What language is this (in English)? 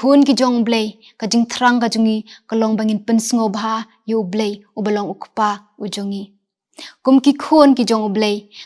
Khasi